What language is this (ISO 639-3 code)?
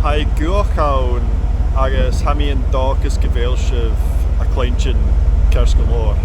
gla